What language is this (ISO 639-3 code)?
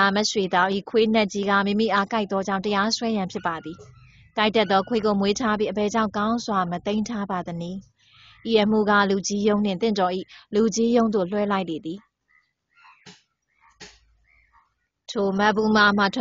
mya